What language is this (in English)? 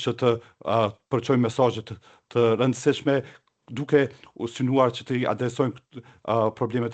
Albanian